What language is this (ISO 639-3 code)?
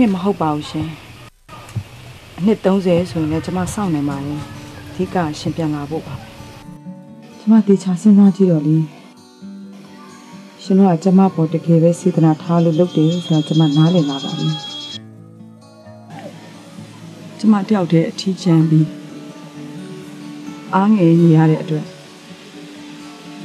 mya